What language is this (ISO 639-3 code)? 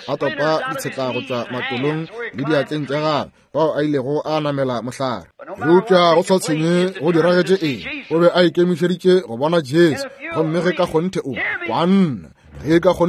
nso